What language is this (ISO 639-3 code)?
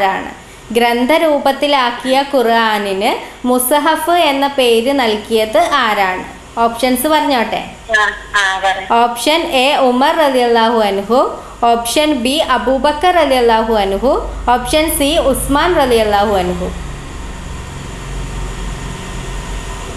mal